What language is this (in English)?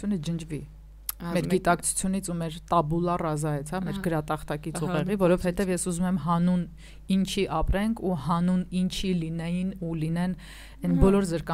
Armenian